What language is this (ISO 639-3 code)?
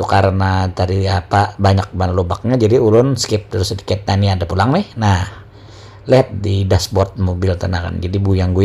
bjn